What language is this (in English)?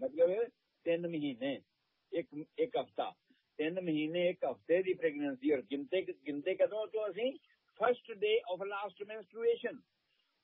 Punjabi